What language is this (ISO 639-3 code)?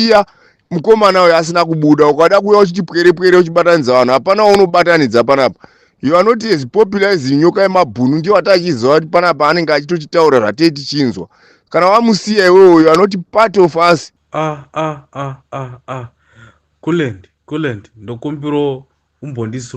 sna